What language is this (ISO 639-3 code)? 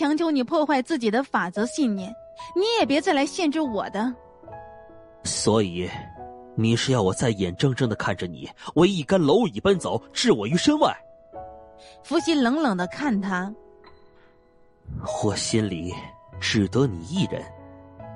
zho